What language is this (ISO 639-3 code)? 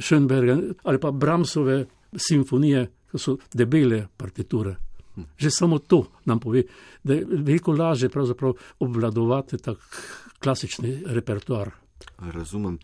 slv